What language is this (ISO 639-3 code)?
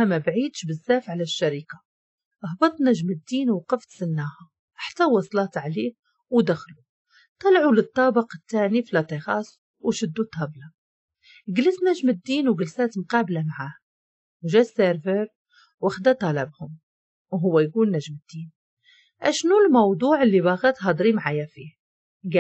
ary